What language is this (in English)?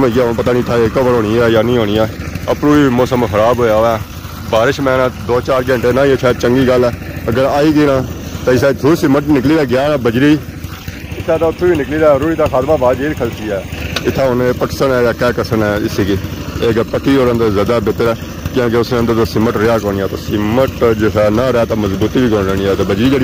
Pahari-Potwari